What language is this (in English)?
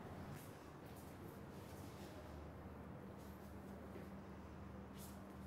Malay